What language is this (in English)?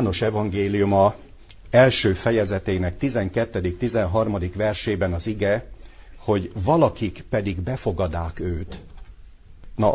Hungarian